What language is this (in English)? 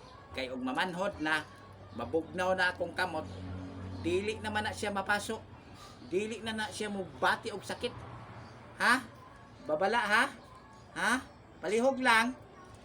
Cebuano